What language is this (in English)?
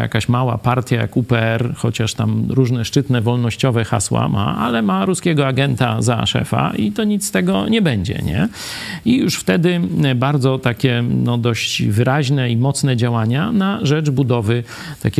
Polish